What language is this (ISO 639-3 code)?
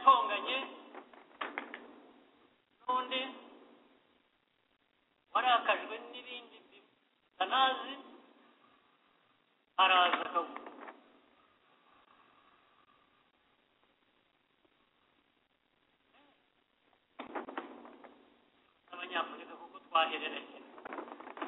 kin